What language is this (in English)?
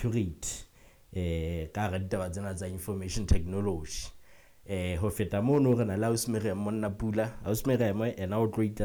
Southern Sotho